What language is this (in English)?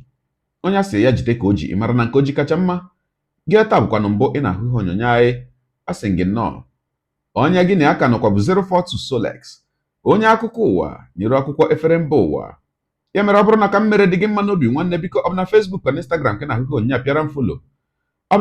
Igbo